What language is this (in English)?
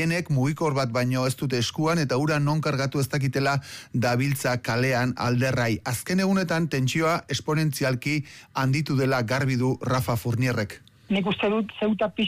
Basque